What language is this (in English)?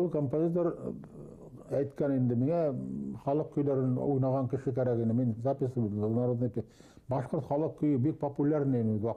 Bashkir